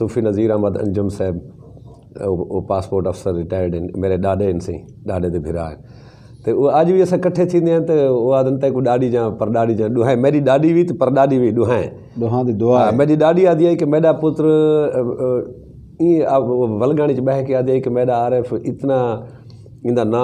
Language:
Saraiki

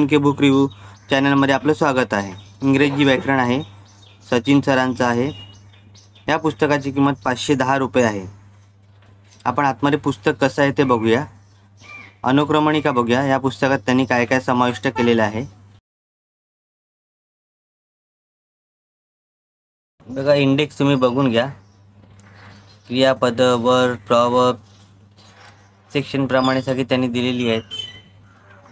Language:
Marathi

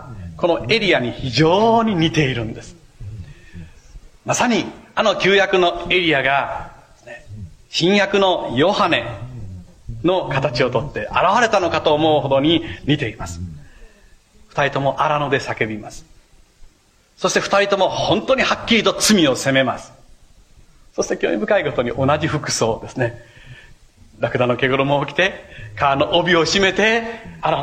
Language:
Japanese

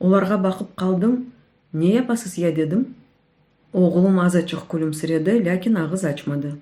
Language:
Crimean Tatar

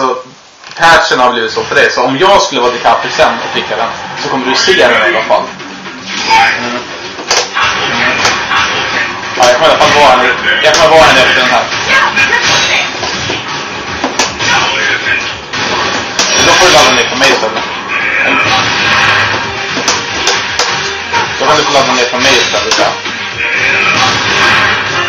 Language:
Swedish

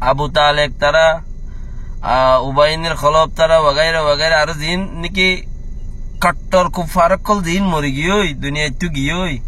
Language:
Rohingya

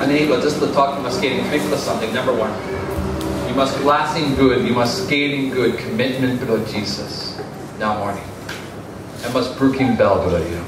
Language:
Tok Pisin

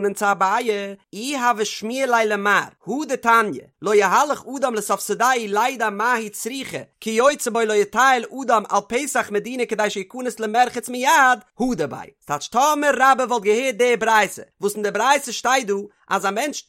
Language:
Yiddish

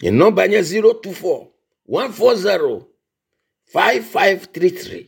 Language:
Ewe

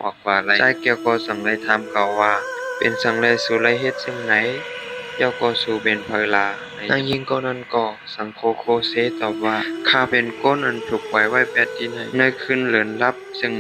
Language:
Shan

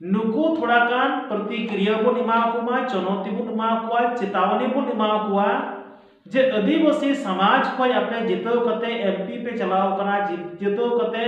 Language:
Santali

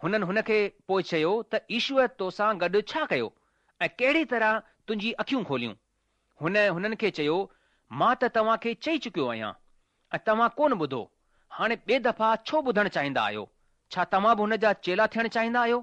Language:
Sindhi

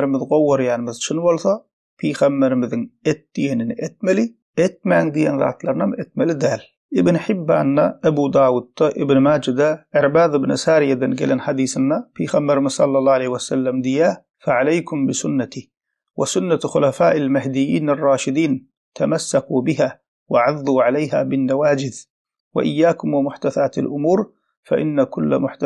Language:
Turkmen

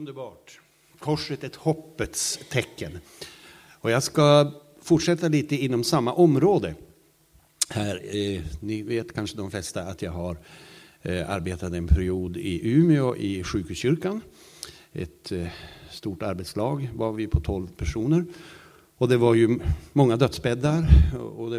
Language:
Swedish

